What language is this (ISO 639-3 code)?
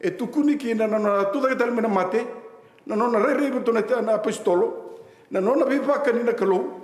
fij